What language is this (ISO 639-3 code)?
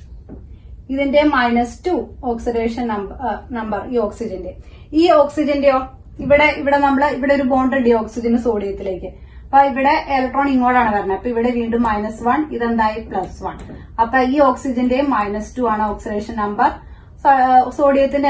mal